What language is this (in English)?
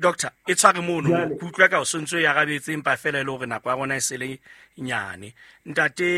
Southern Sotho